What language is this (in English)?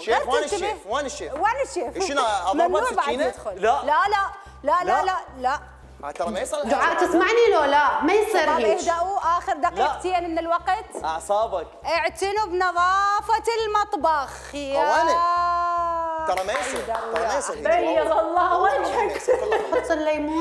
Mesopotamian Arabic